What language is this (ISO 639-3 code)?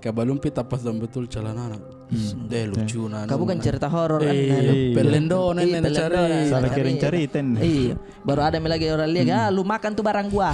mfp